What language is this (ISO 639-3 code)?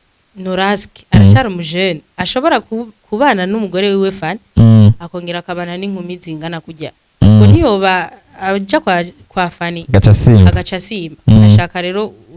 run